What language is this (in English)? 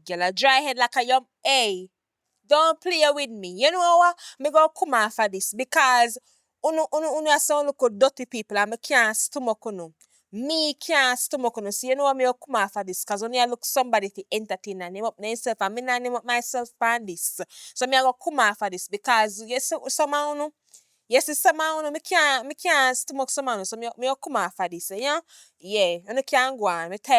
Jamaican Creole English